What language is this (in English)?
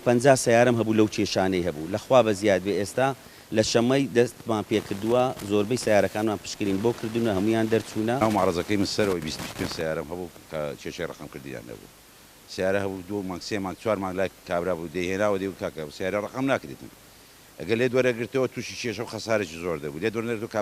Central Kurdish